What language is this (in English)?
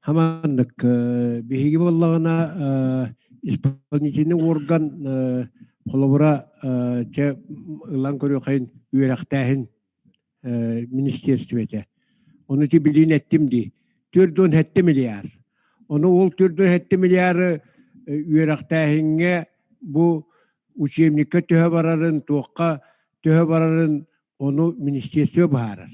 Yakut